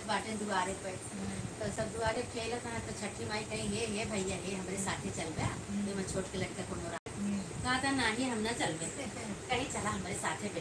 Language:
Awadhi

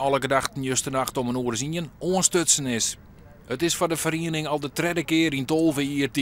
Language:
Western Frisian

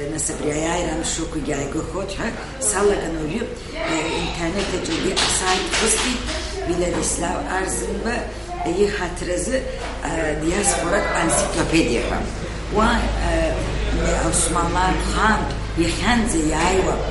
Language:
Abkhazian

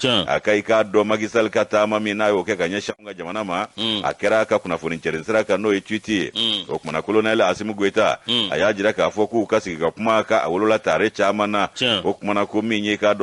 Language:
Bambara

